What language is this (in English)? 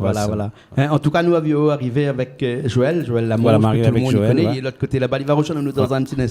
Réunion Creole French